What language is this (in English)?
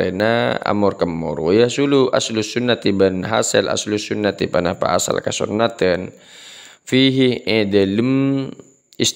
Madurese